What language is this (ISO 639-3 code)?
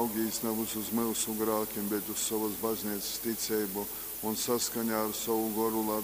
ltg